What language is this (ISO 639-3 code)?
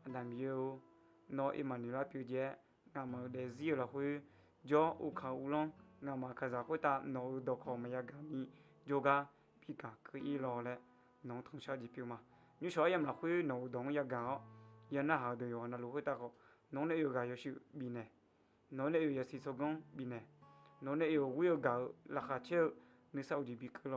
ahk